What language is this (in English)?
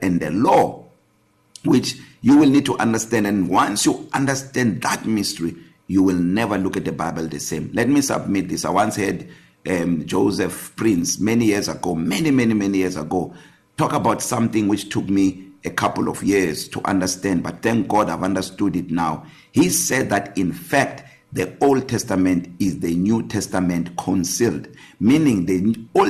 English